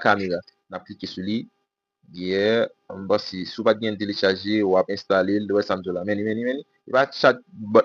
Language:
Haitian Creole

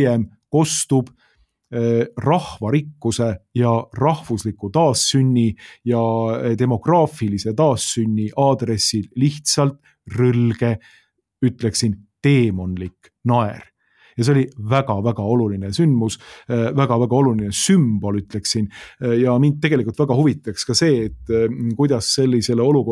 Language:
Estonian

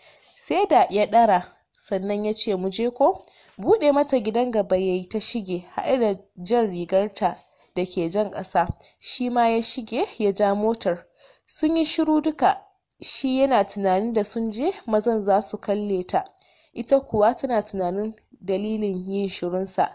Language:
Hausa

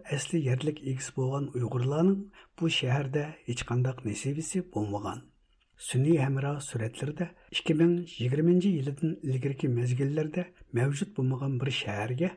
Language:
Uyghur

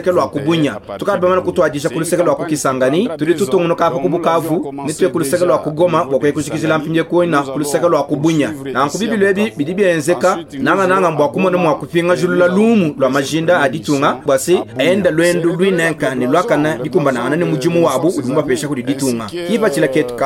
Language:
Luba-Lulua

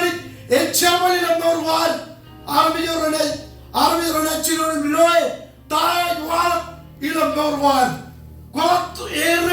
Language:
Marshallese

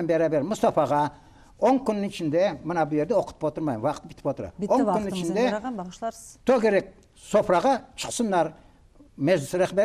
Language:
Crimean Tatar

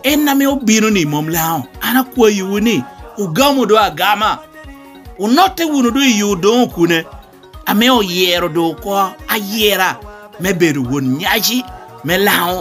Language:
Lango (Uganda)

